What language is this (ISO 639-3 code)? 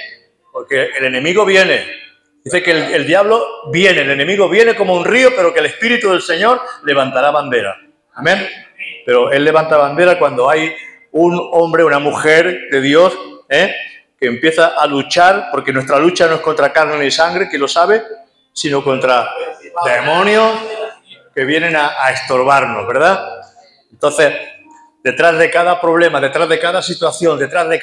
spa